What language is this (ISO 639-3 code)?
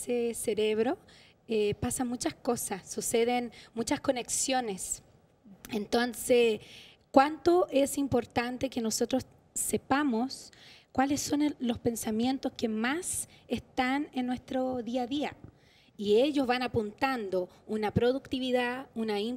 spa